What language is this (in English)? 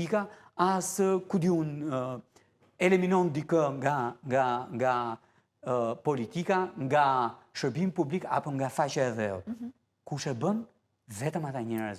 Albanian